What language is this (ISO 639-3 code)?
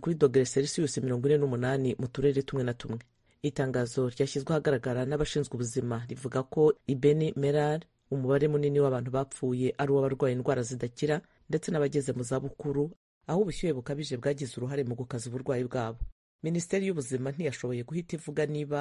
kin